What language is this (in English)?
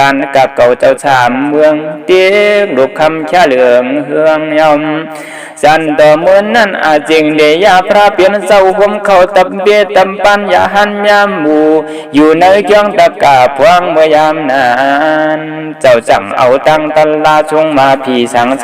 Shan